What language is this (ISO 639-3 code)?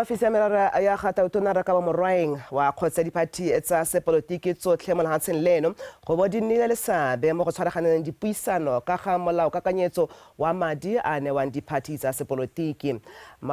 tsn